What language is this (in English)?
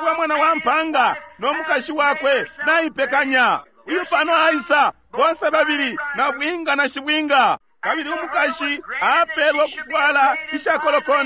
Bemba